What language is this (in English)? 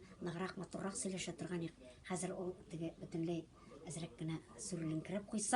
Tatar